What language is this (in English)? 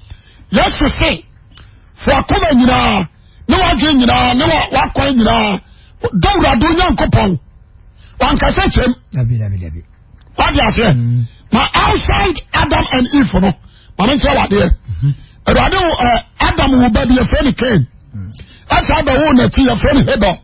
Akan